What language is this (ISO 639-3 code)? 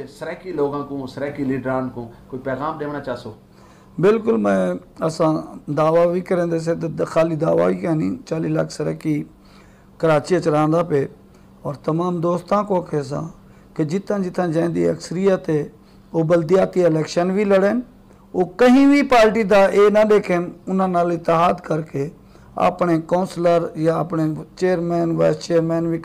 skr